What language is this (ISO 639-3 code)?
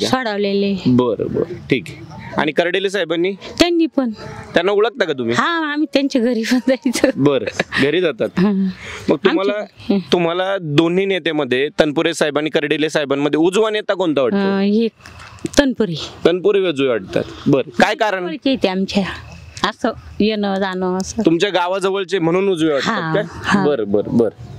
mar